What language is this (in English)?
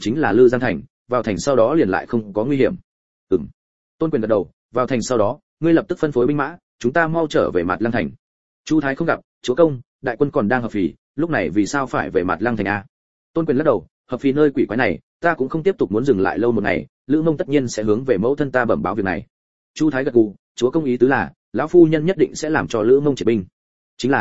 Vietnamese